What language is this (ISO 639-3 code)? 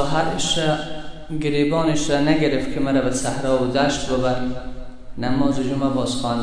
fas